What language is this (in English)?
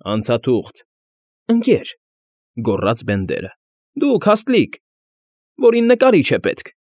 Armenian